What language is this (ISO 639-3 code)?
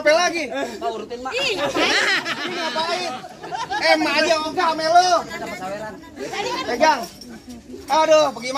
bew